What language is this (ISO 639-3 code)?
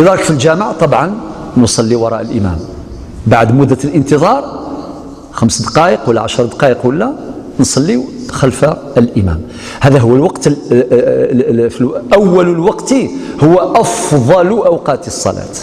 arq